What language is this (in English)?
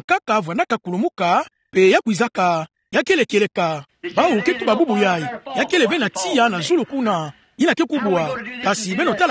Kituba (Democratic Republic of Congo)